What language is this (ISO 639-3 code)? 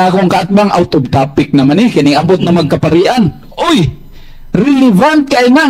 ceb